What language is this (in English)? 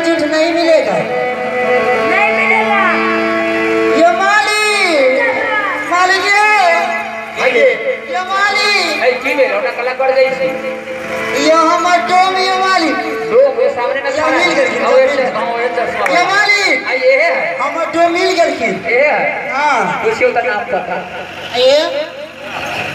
Maithili